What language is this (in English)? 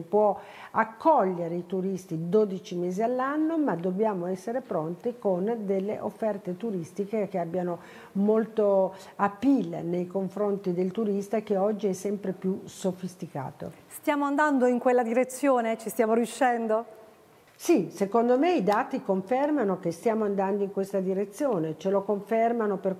Italian